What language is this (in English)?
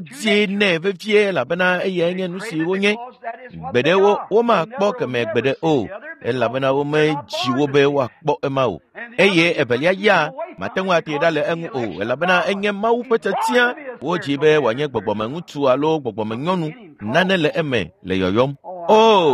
Ewe